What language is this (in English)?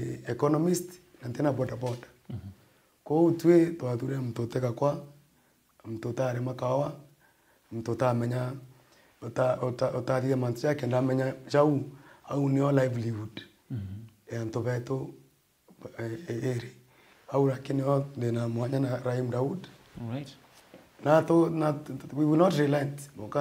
Meru